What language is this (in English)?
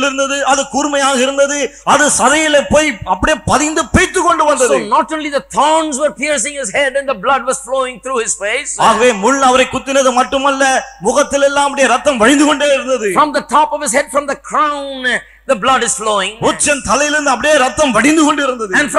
Tamil